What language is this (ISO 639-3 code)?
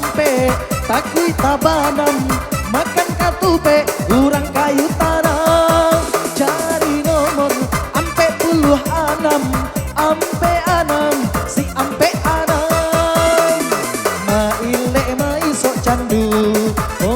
min